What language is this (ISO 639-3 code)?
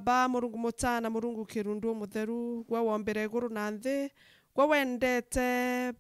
mer